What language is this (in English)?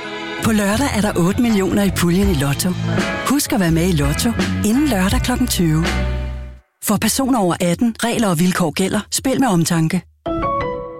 Danish